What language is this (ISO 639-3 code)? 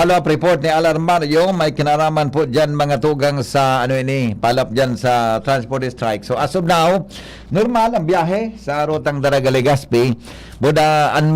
bik